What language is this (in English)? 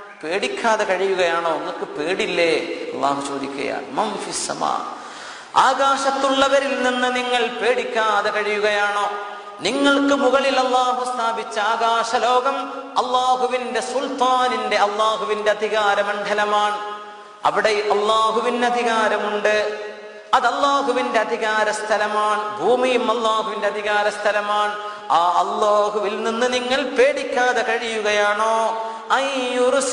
Malayalam